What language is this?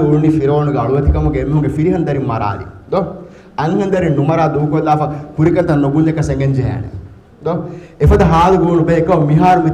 Divehi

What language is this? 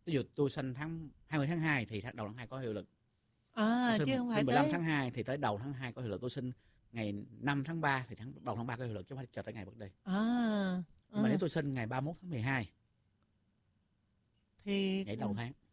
Vietnamese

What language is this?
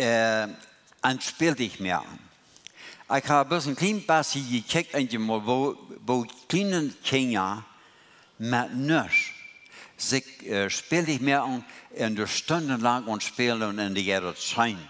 Plautdietsch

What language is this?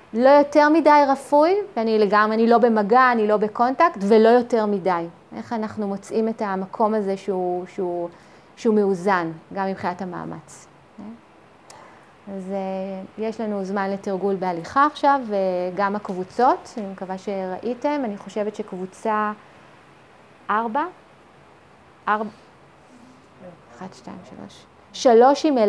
Hebrew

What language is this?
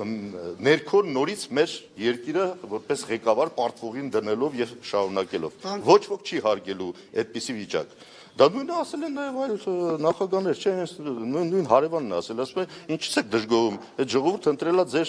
Armenian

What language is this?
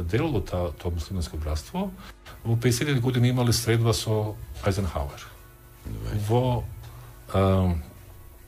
Macedonian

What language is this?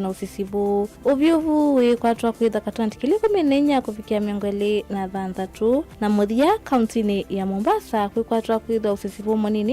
Kamba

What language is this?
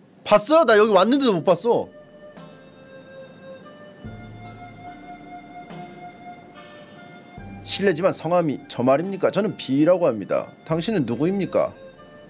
Korean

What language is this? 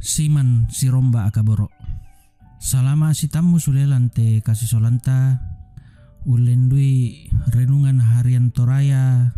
Toraja-Sa'dan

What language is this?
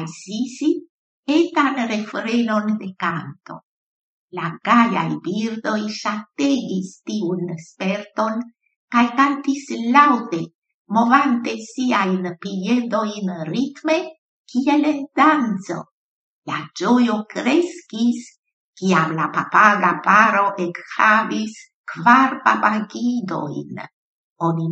Esperanto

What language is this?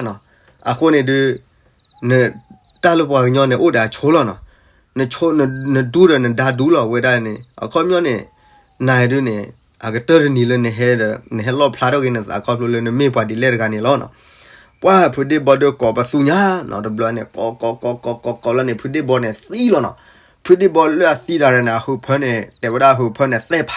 S'gaw Karen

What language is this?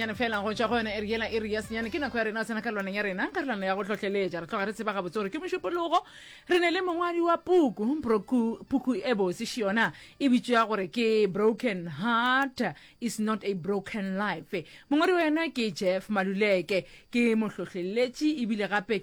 Northern Sotho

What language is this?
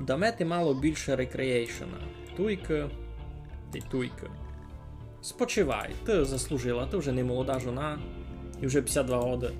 Rusyn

